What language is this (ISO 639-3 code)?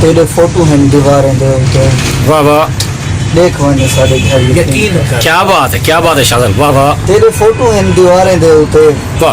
skr